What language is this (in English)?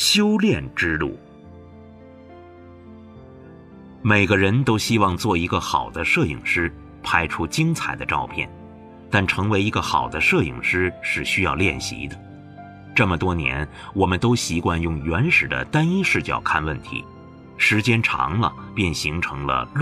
Chinese